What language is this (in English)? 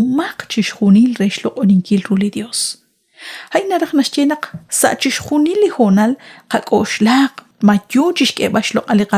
Kekchí